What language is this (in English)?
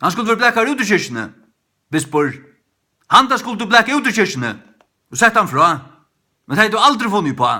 Faroese